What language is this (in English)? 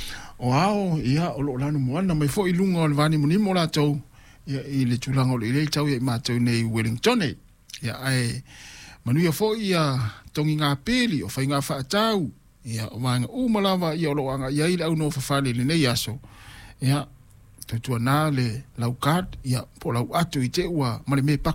Samoan